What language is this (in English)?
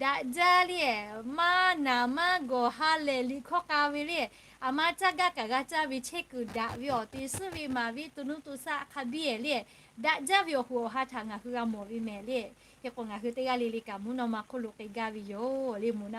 Lahu